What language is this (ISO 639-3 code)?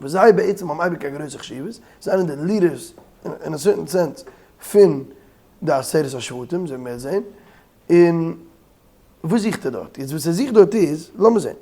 yid